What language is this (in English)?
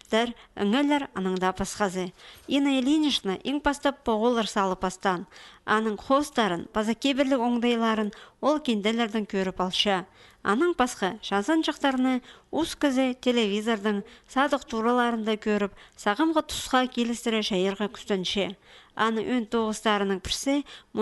Khakas